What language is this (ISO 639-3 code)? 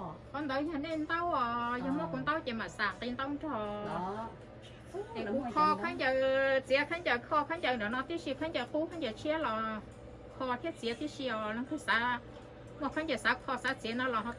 hmn